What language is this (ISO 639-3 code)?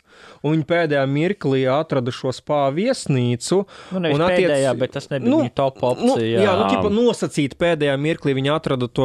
lav